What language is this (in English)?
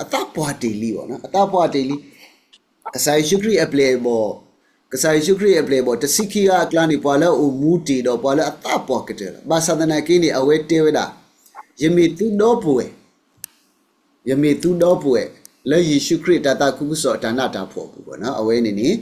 S'gaw Karen